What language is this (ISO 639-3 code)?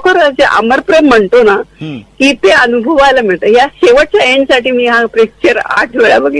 mar